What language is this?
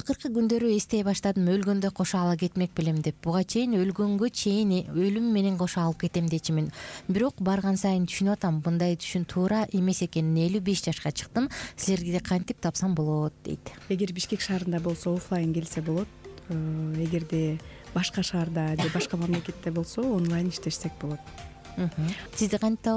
Kyrgyz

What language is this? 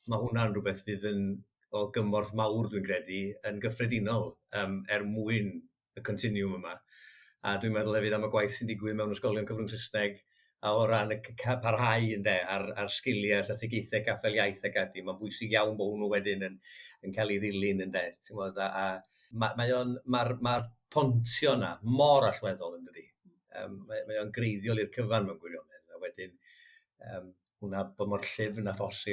Welsh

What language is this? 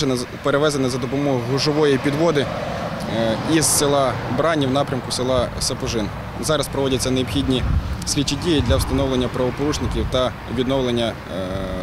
Ukrainian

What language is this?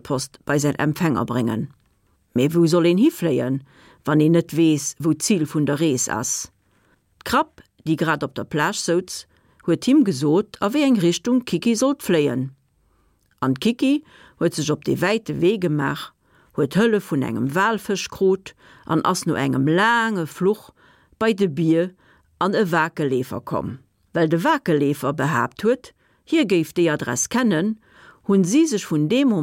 Luxembourgish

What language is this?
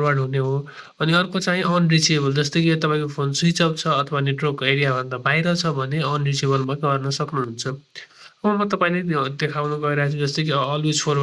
Nepali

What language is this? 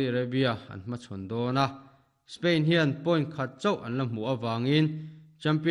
Mizo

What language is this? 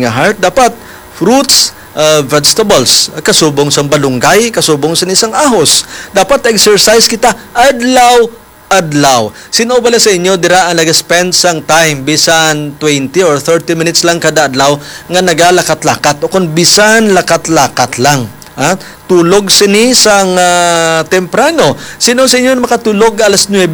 Hiligaynon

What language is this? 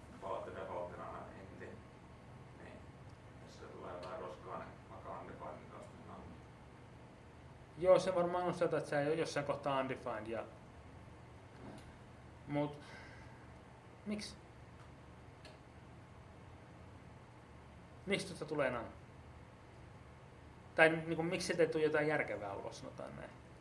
Finnish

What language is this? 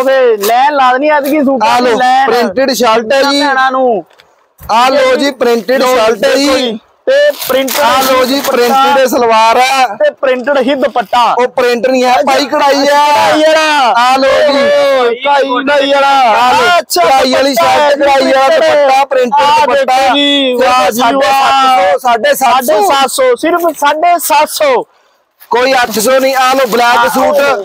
Punjabi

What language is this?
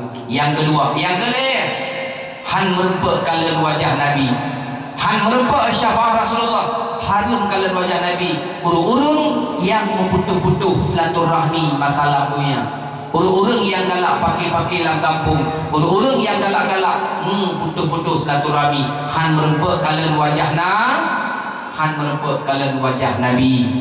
Achinese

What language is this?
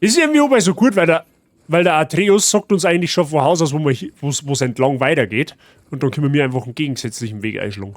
Bavarian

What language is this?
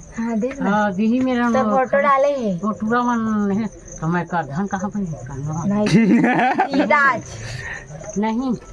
Chhattisgarhi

